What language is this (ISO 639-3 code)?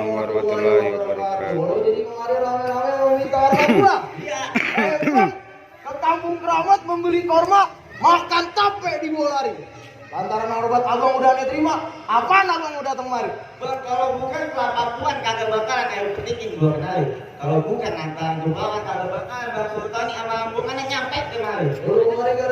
bew